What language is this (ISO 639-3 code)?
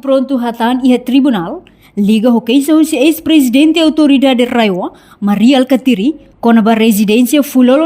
tet